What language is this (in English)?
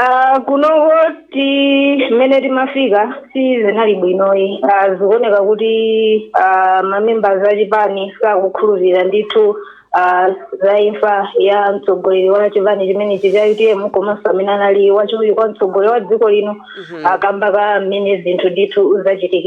Nyanja